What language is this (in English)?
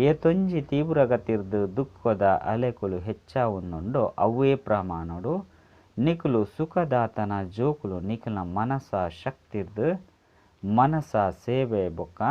Tulu